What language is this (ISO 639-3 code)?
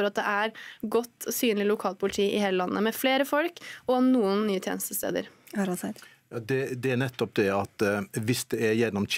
nor